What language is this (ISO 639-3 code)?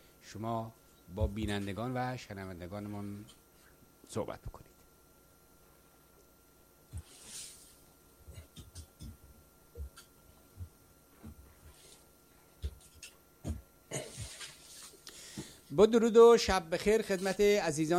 fas